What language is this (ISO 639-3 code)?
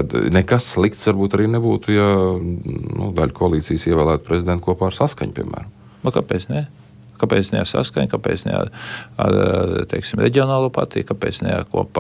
lav